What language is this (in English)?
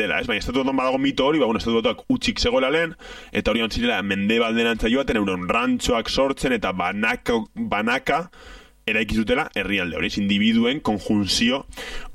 Basque